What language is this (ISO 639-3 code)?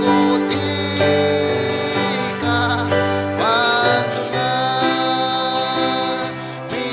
cfm